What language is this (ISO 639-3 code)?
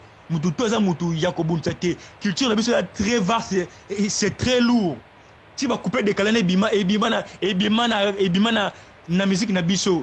lin